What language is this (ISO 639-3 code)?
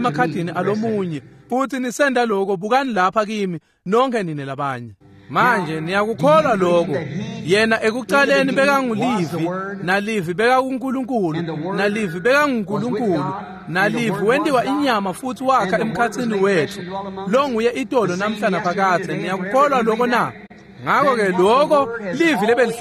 ssw